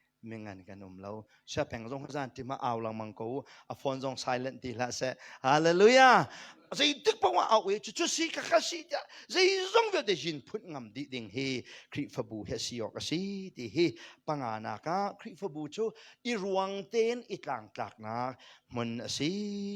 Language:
Hakha Chin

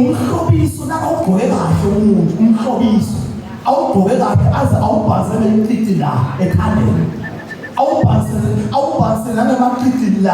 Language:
Zulu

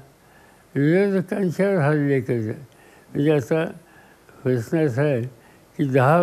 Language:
Marathi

